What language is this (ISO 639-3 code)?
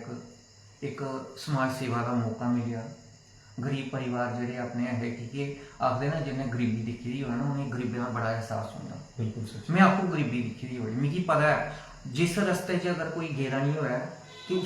doi